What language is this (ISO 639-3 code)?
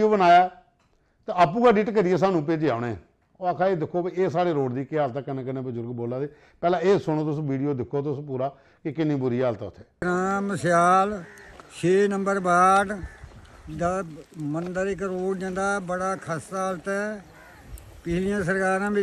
doi